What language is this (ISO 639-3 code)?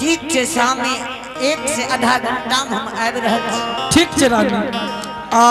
anp